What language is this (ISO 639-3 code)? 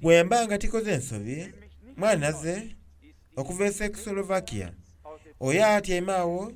xog